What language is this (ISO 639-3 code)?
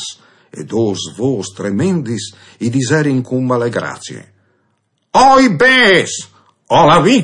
fur